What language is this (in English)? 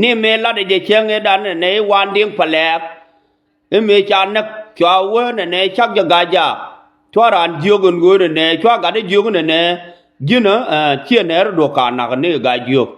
Nuer